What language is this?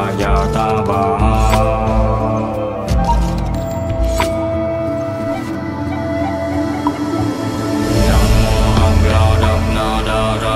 Vietnamese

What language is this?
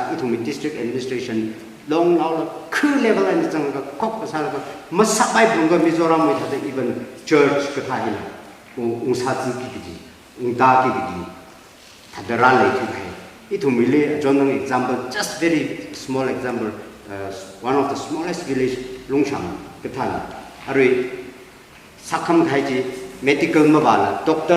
Tangkhul Naga (India)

